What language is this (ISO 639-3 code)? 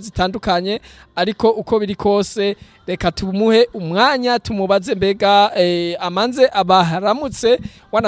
run